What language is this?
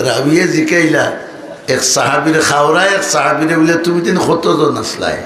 Sylheti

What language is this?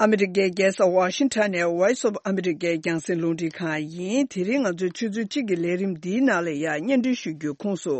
Tibetan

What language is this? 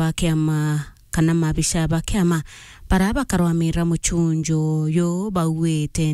Meru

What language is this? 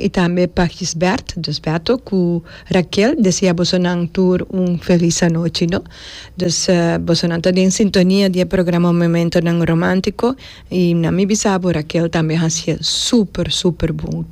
Papiamento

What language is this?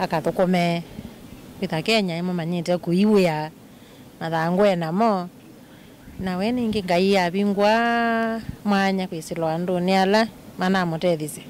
Kamba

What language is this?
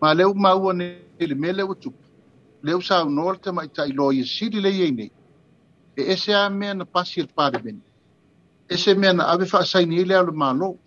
Samoan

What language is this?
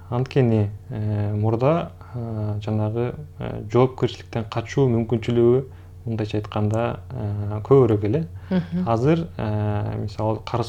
Kyrgyz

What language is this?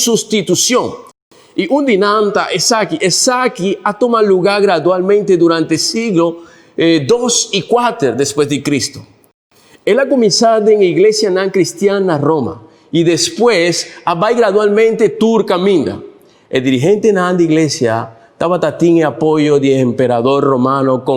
Papiamento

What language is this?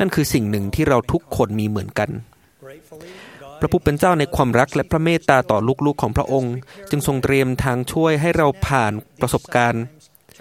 Thai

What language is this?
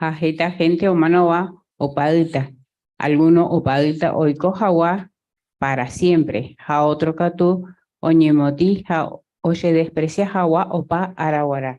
Guarani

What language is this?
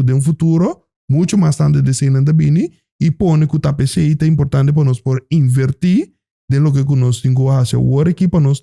Papiamento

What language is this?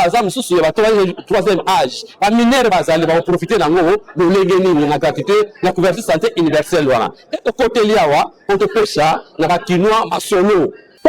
Lingala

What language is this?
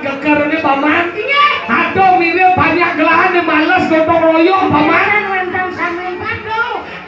Balinese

